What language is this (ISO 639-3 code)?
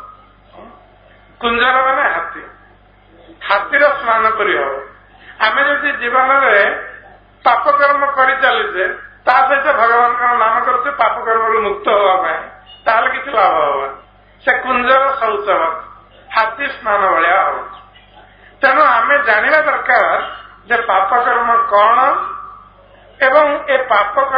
ori